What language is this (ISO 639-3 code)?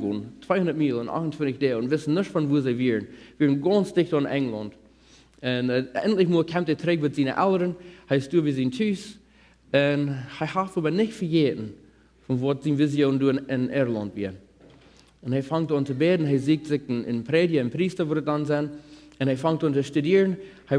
pdt